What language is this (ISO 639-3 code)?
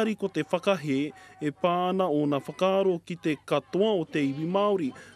mri